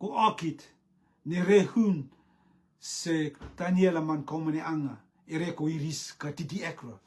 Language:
Rotuman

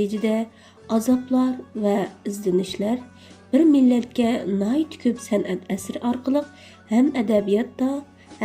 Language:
Uyghur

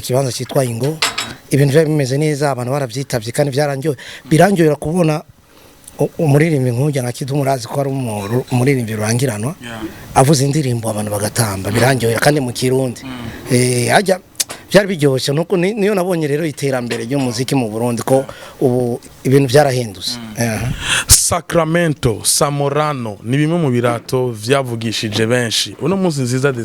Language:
Rundi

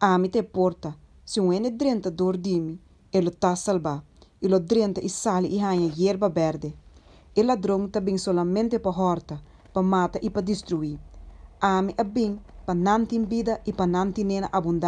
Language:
Papiamento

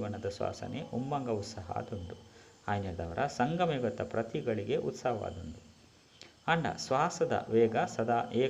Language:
Tulu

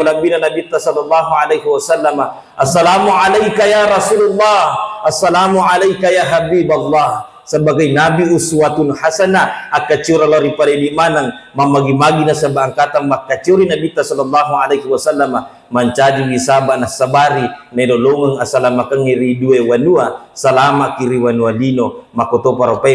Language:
Buginese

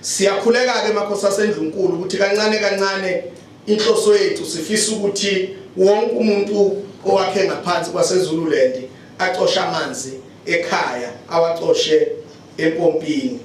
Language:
Zulu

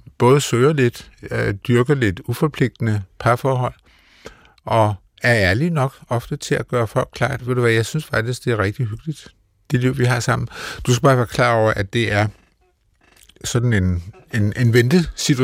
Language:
Danish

